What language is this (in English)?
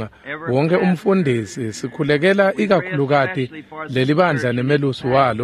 Swati